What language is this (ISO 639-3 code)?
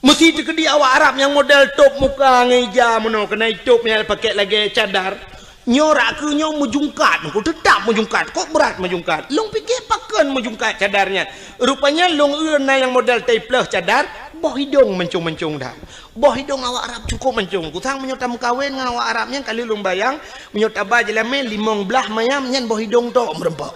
ace